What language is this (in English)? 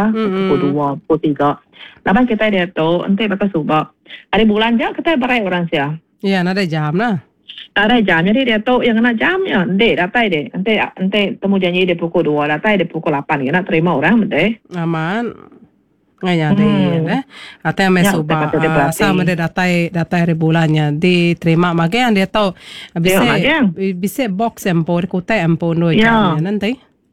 Iban